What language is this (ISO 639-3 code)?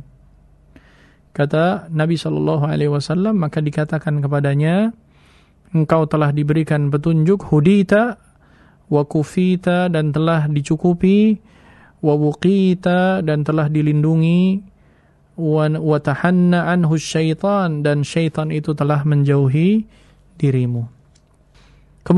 ind